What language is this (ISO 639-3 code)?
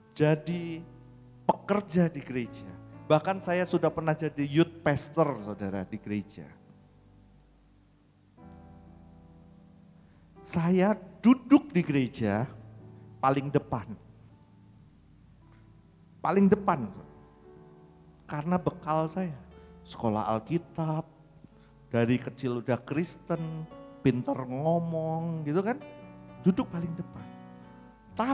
ind